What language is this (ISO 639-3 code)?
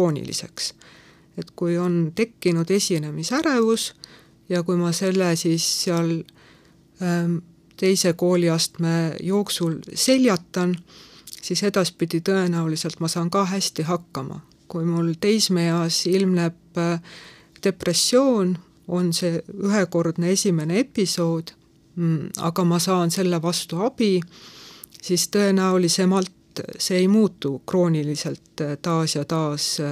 est